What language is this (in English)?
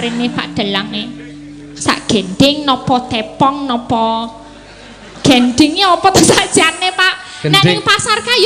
Javanese